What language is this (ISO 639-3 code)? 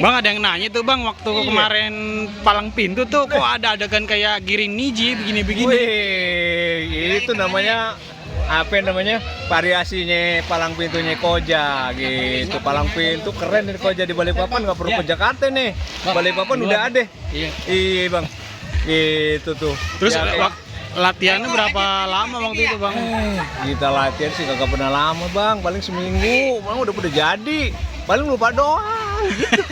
bew